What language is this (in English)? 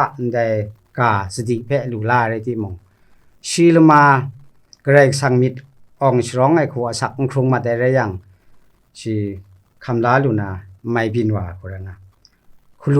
Kachin